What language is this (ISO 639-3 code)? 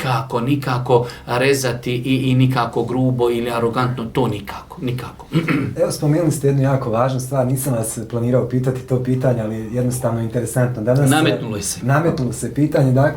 bos